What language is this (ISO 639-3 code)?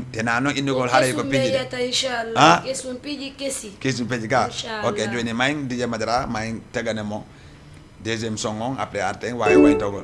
ful